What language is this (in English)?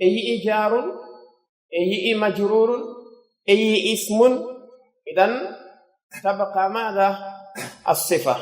Pular